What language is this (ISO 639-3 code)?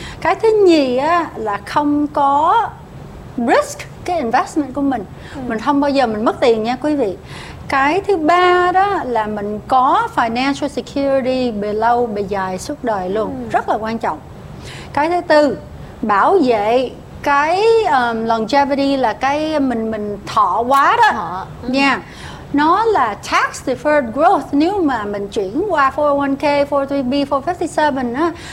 vie